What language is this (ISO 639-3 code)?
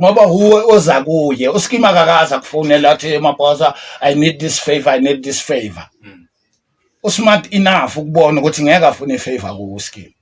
zul